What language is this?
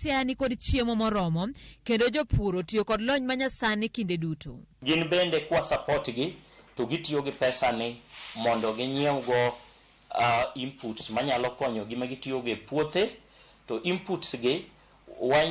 Luo (Kenya and Tanzania)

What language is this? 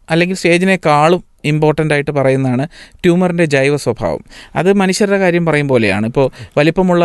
Malayalam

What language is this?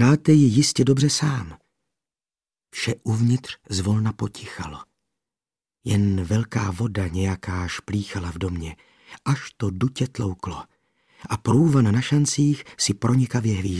Czech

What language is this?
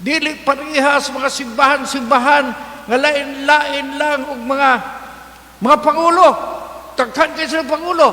Cebuano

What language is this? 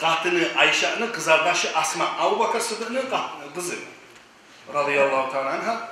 Kumyk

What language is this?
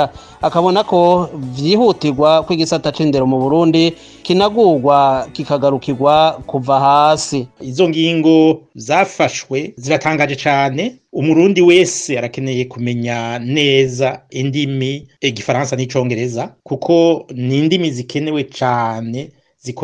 Rundi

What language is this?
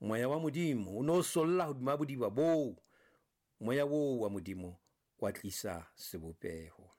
Southern Sotho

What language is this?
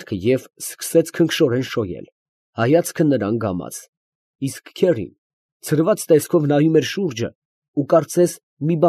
Armenian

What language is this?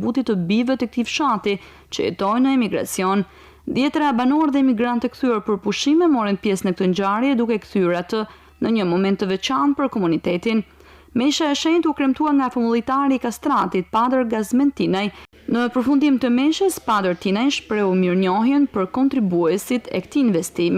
Albanian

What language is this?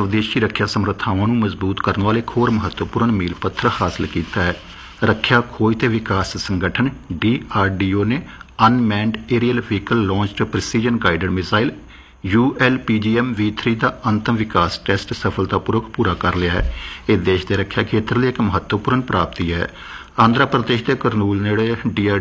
Punjabi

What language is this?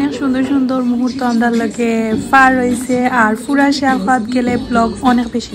Sylheti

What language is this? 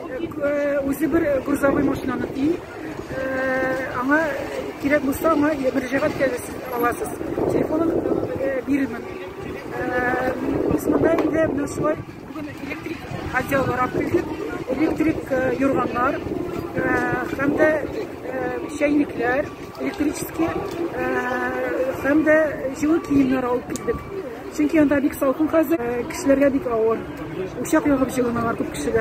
Tatar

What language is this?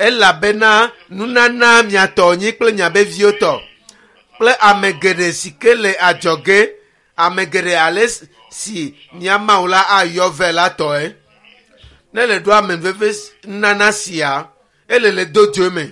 Ewe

